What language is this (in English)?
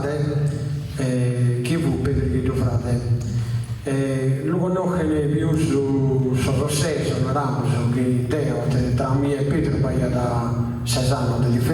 Sardinian